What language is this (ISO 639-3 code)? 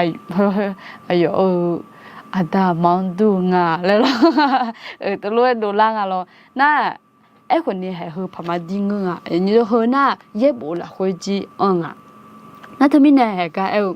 ahk